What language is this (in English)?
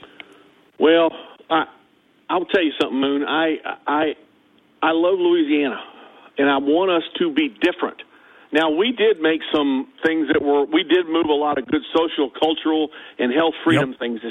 English